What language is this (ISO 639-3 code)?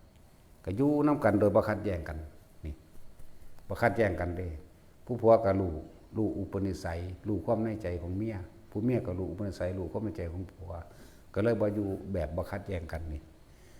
tts